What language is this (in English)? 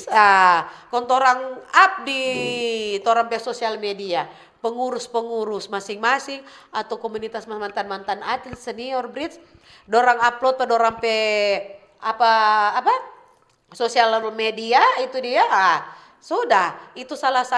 Manado Malay